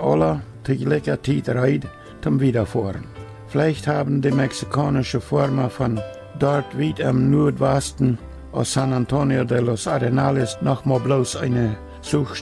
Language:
Plautdietsch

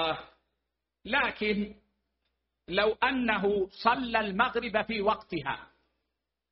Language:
Arabic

